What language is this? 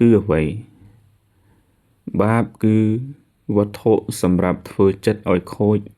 Khmer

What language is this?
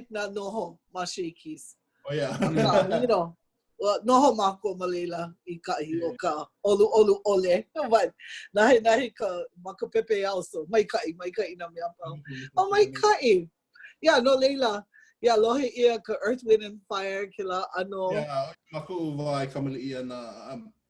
Hawaiian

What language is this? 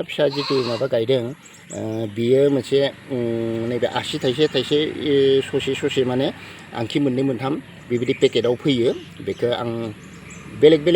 Bodo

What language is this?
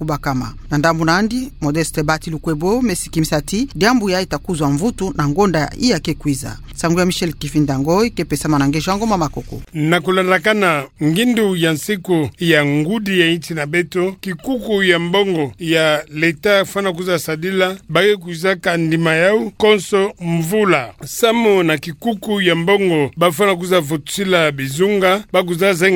Kituba (Democratic Republic of Congo)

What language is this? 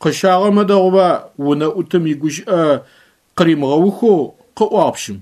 Adyghe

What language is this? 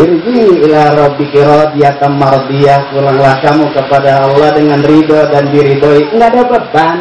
Betawi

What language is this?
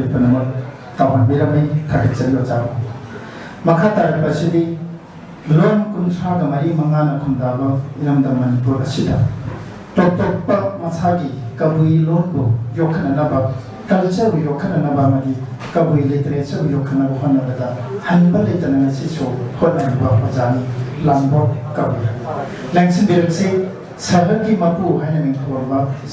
Manipuri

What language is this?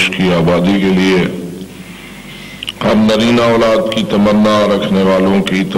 Urdu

